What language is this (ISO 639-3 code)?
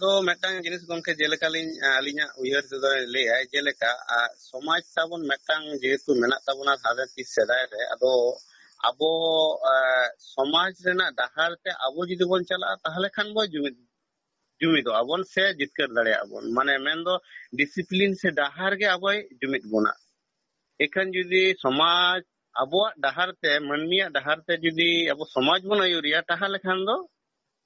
sat